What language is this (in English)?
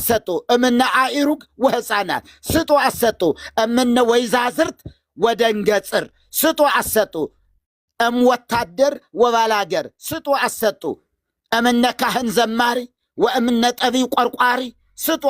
Amharic